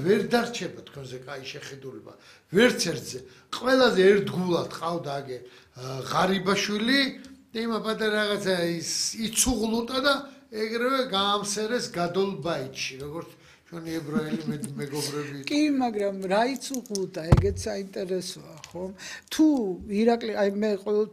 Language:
Georgian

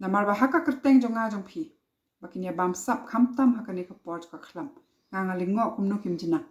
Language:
Khasi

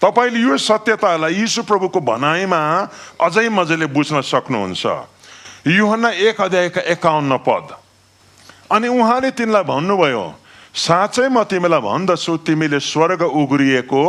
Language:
Nepali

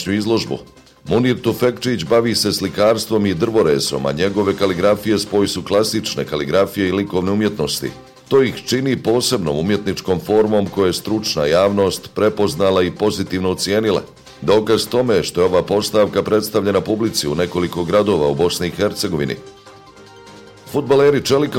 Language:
Bosnian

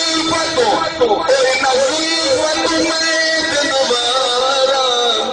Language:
Saraiki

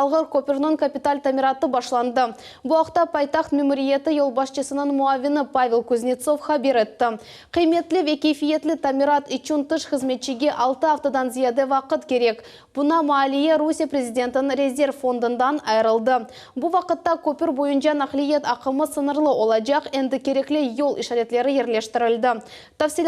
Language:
Crimean Tatar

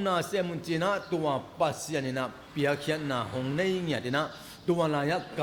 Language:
Tedim Chin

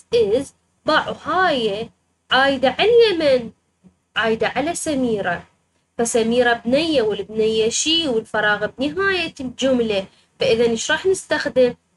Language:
Mesopotamian Arabic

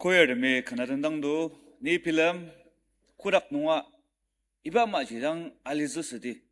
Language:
Ao Naga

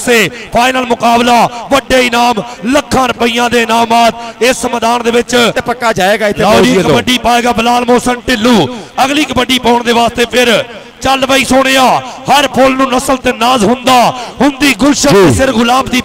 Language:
Punjabi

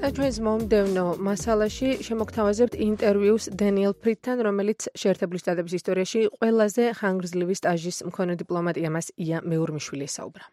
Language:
Georgian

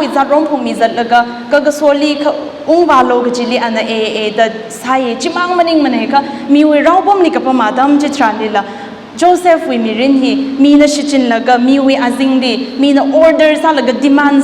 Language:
Tangkhul Naga (India)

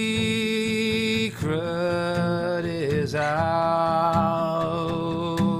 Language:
Western Frisian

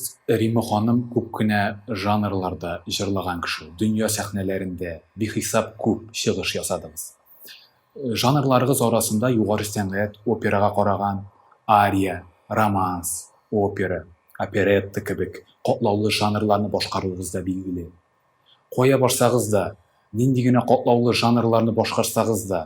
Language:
Tatar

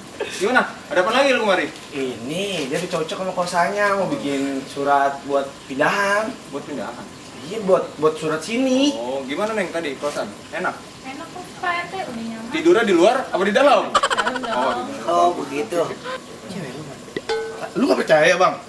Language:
Betawi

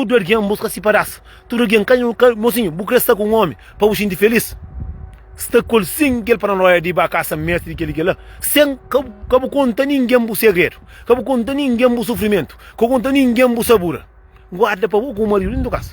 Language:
Kabuverdianu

